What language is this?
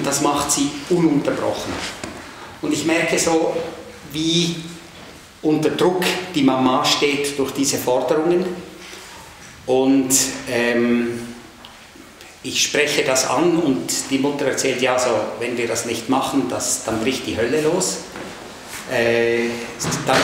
German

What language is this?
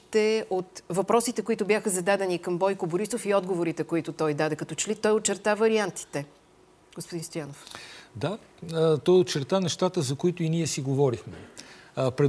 Bulgarian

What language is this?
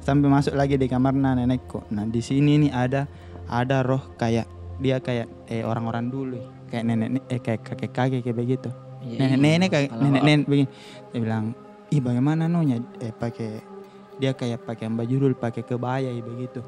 Makassar Malay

